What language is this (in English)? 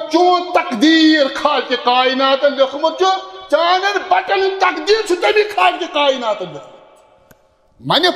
Kashmiri